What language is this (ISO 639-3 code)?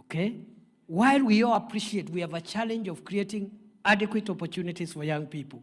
mer